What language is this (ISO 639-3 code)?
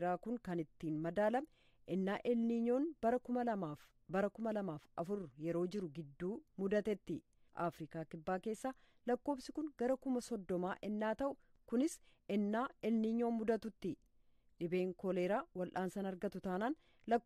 orm